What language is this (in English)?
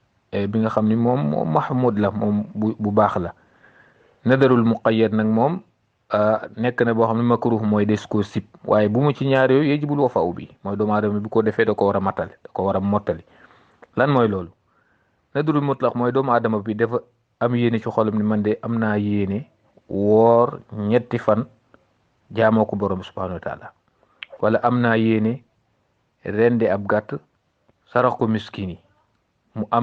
Wolof